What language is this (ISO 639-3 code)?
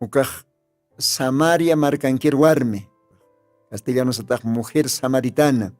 aym